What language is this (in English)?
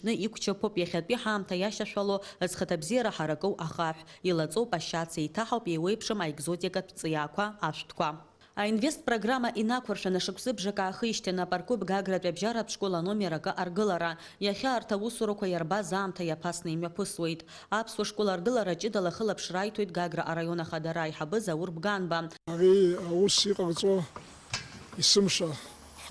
Abkhazian